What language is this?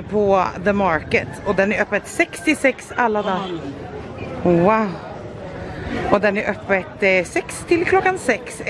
Swedish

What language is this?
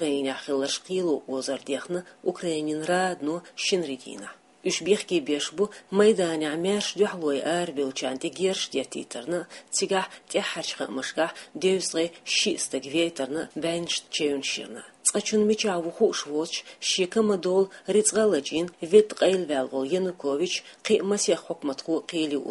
Chechen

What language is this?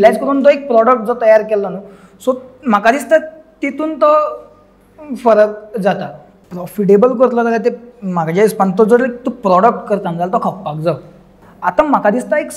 Konkani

